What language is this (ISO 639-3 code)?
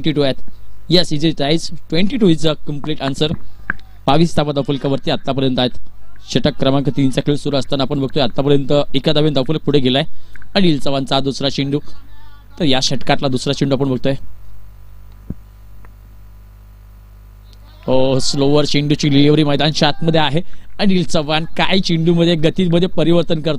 mar